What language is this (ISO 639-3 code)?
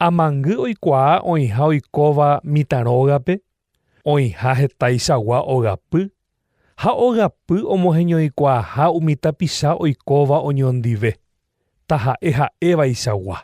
grn